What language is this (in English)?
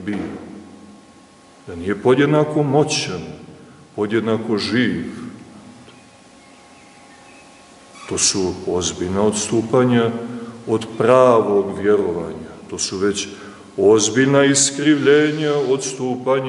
Serbian